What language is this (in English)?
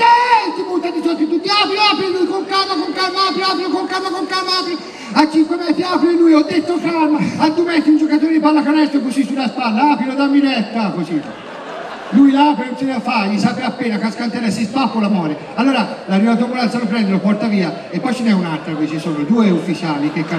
Italian